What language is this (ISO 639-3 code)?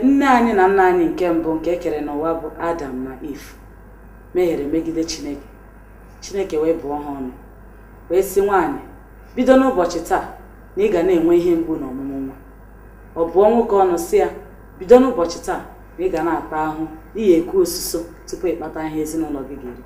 ibo